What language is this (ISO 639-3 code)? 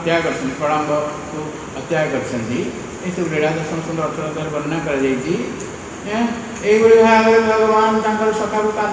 ori